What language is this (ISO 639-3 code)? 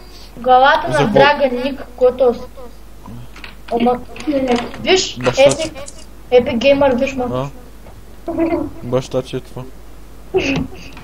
bul